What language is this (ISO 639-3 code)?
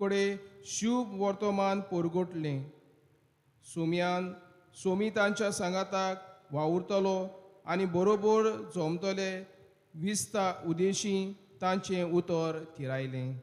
kok